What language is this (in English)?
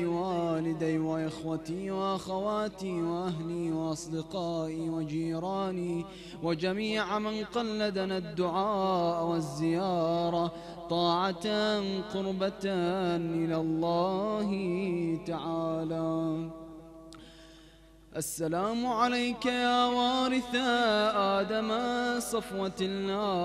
Arabic